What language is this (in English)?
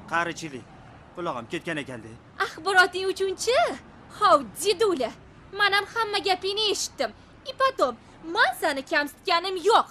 Uzbek